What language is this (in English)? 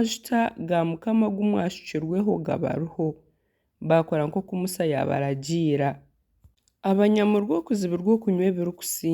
Nyankole